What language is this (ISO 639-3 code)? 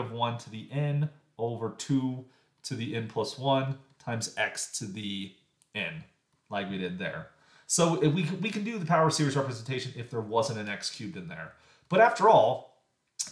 eng